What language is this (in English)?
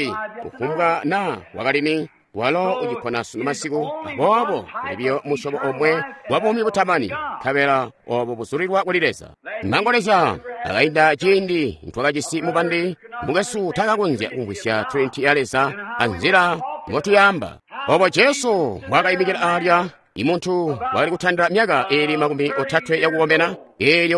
Tonga (Zambia)